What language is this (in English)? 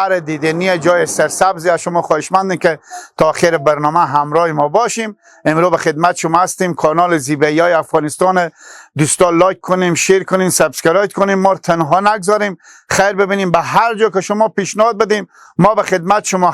Persian